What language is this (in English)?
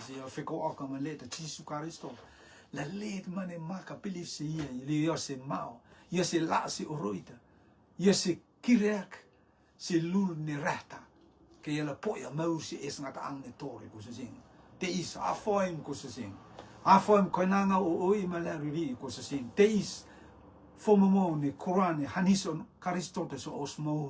Rotuman